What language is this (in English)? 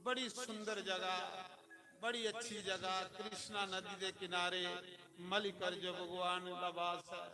Dogri